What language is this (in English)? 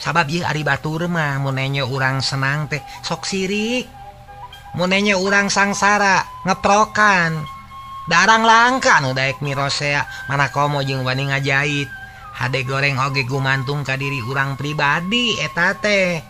Sundanese